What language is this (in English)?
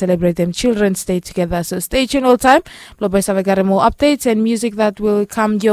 Bislama